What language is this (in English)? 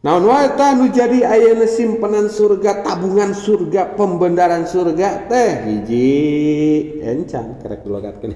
Sundanese